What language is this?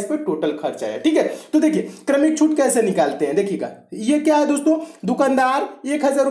Hindi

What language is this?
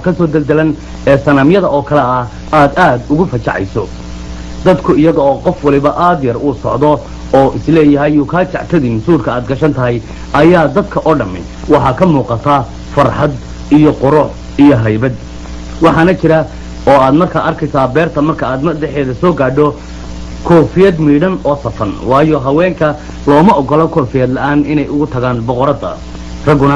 Somali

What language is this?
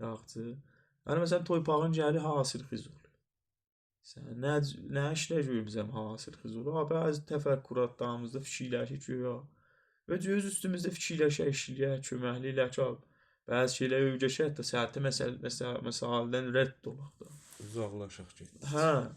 South Azerbaijani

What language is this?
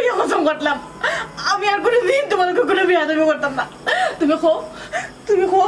Sylheti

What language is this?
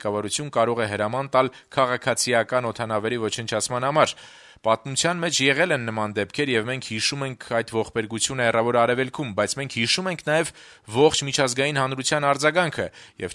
Armenian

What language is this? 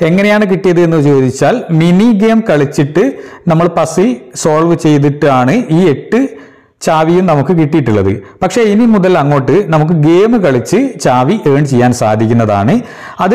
Malayalam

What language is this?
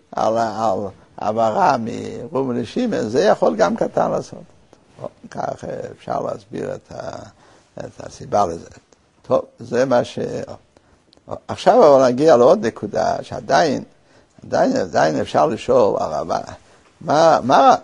Hebrew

